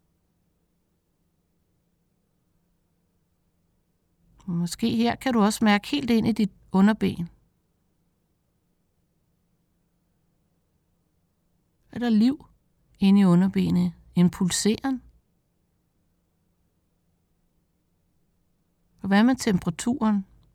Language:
Danish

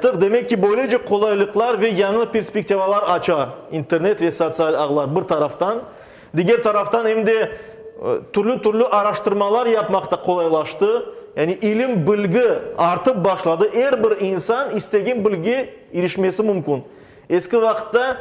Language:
Crimean Tatar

